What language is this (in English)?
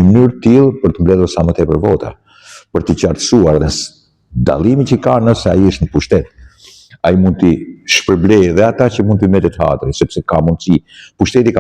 Albanian